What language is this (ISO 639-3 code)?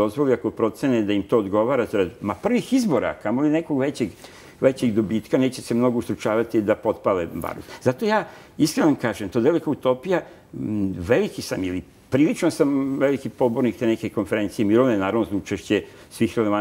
srp